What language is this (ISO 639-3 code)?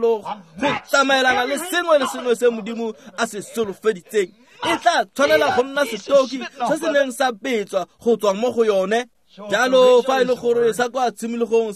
tsn